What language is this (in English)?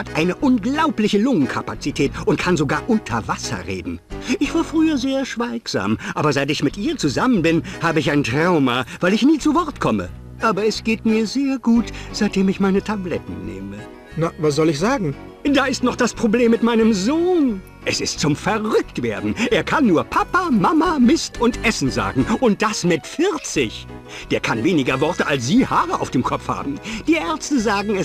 Bavarian